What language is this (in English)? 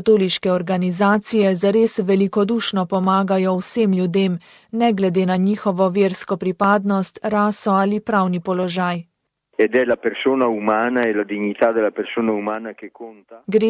Slovenian